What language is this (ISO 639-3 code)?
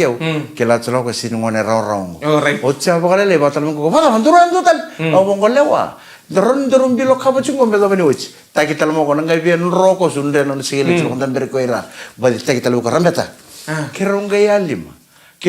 fij